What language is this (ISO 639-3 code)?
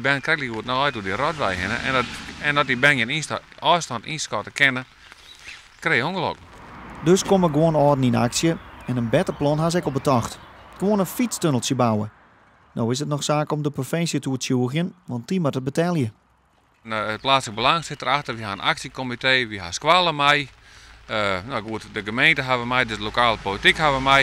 fry